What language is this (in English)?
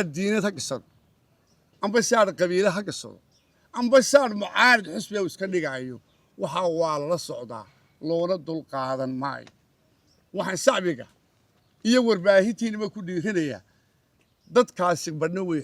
Somali